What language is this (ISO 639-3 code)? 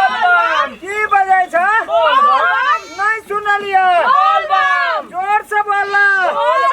mai